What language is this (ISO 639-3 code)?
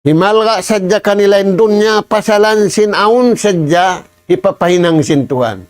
tsg